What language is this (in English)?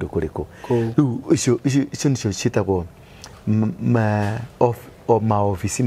Kikuyu